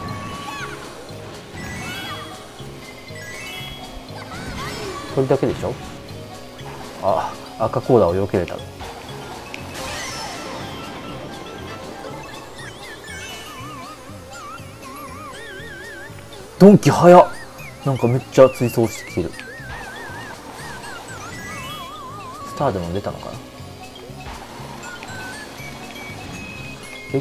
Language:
Japanese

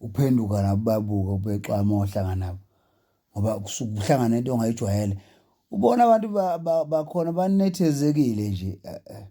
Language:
Zulu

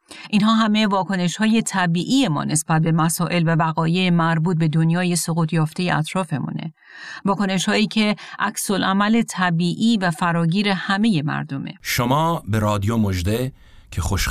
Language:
Persian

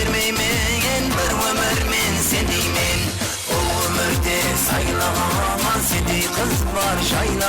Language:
Kara-Kalpak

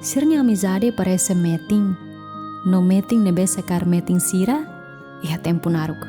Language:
Tetum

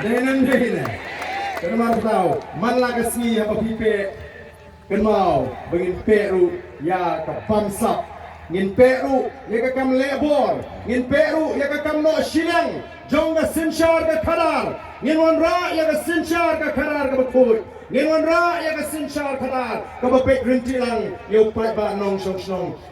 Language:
Khasi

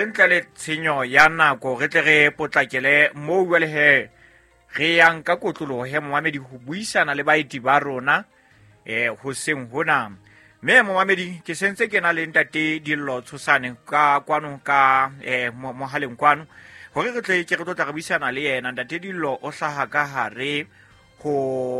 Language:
Southern Sotho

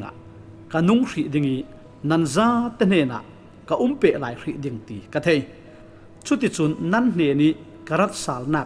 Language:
Falam Chin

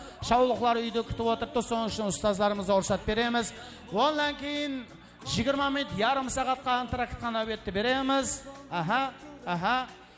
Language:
Kara-Kalpak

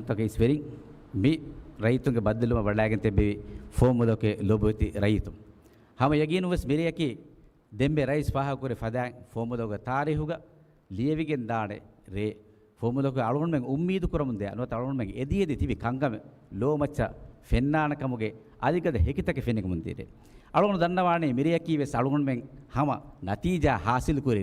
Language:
Divehi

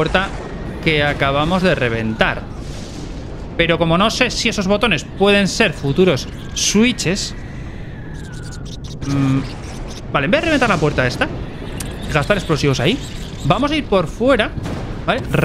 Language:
Spanish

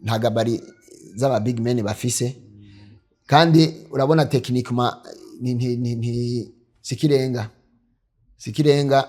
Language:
Rundi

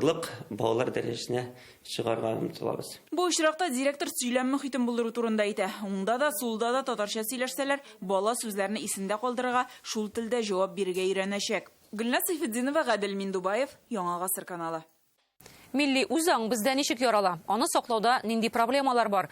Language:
Tatar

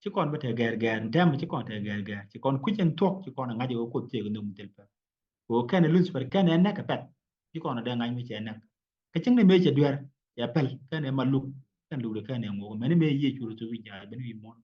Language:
Nuer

